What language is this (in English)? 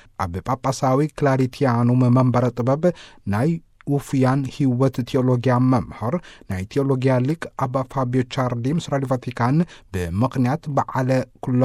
Tigrinya